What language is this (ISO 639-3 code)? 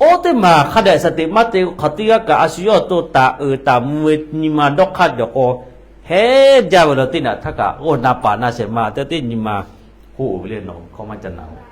lhu